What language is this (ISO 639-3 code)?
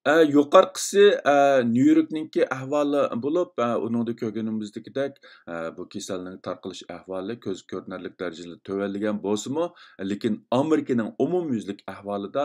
uig